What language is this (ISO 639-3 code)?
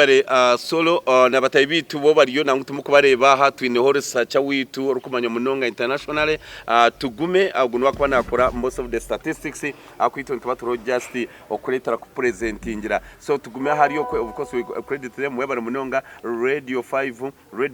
nyn